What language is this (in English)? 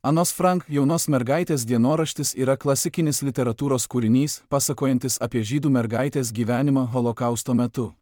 Lithuanian